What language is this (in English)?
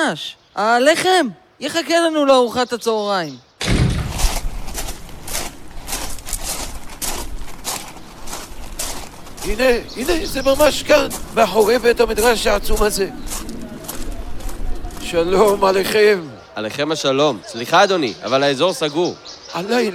Hebrew